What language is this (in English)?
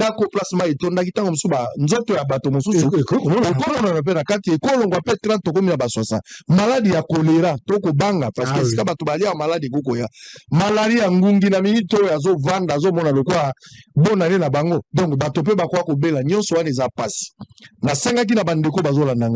Lingala